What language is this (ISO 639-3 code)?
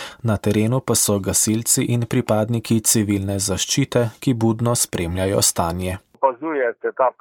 slv